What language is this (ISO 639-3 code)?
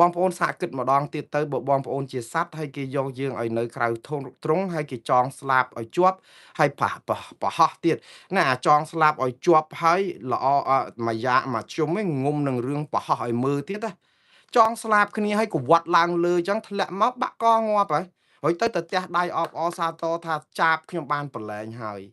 khm